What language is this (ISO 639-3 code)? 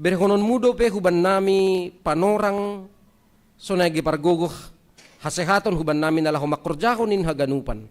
bts